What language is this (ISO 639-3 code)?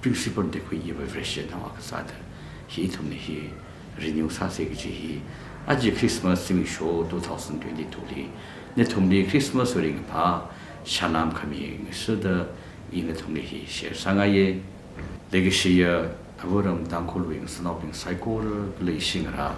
nmf